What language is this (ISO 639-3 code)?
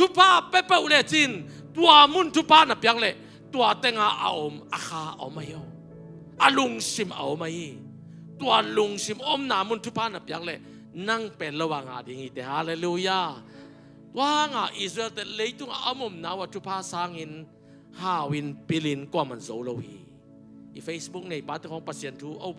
ctd